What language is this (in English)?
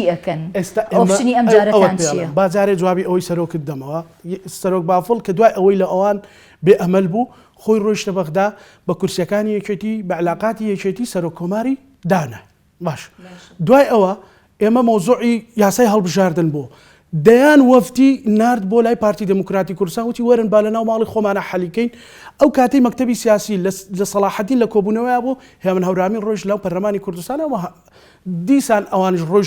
Central Kurdish